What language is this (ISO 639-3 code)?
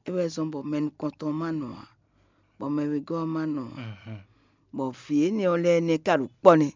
fon